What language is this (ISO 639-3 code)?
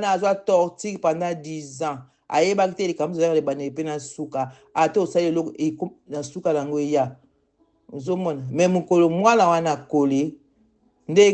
lin